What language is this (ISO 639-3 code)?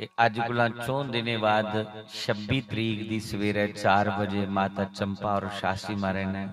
doi